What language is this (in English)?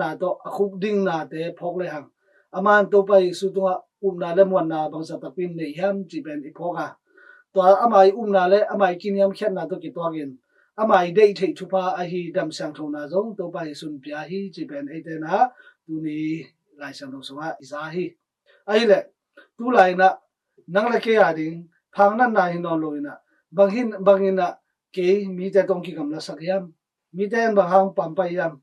Tedim Chin